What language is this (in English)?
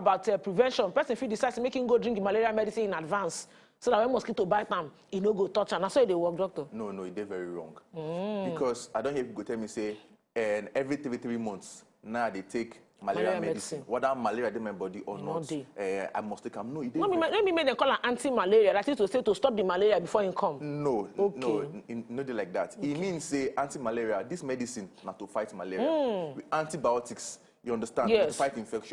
Nigerian Pidgin